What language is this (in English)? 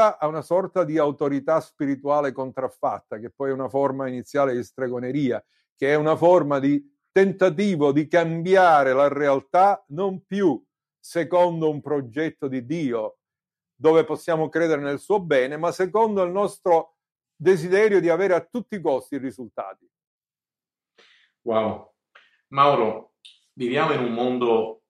Italian